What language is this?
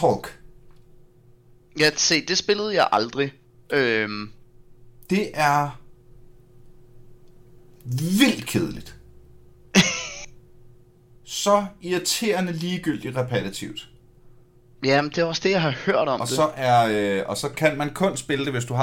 Danish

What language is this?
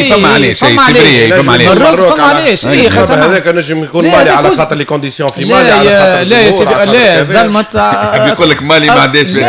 Tunisian Arabic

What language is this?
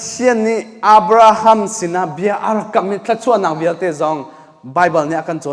Hakha Chin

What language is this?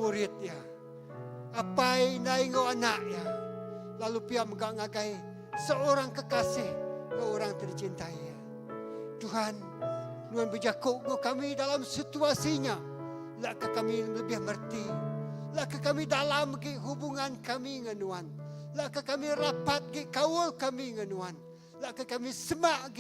Iban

